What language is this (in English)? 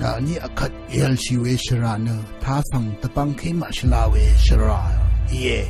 Rawang